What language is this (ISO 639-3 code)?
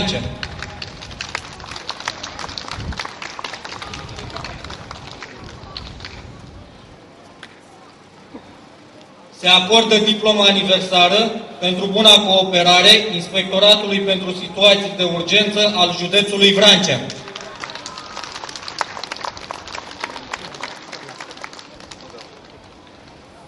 ron